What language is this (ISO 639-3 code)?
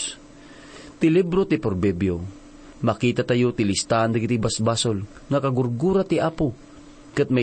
ilo